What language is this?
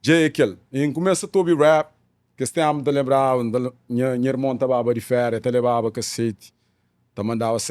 Kabuverdianu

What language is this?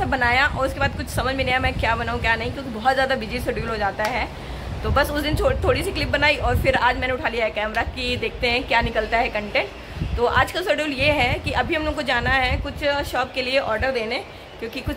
Hindi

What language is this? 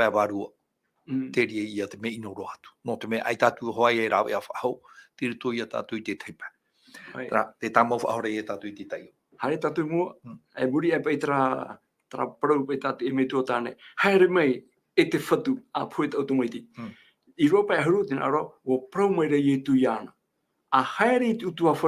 Tahitian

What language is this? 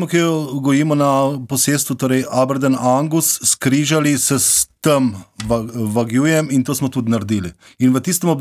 Slovenian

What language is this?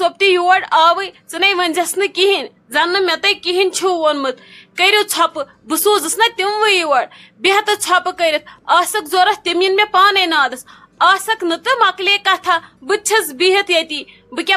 Kashmiri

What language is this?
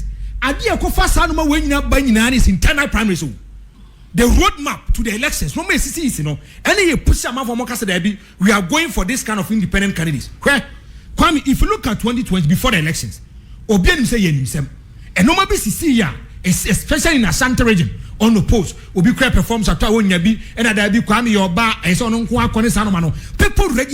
Akan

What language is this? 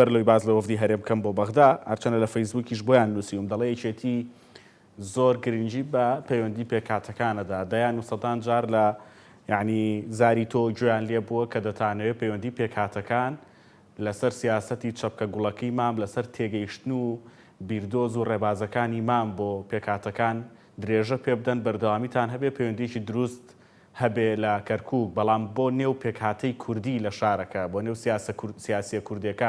Central Kurdish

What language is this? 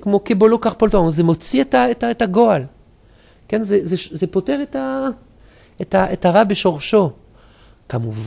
Hebrew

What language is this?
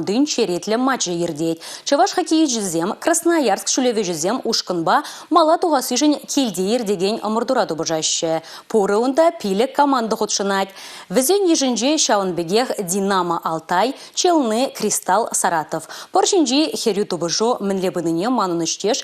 Chuvash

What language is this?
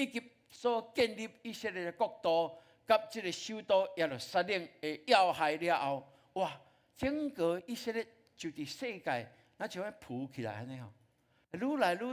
Min Nan Chinese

